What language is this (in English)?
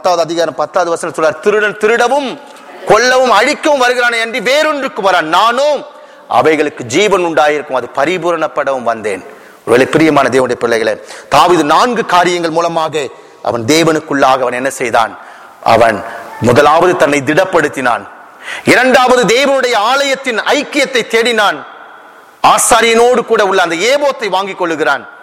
Tamil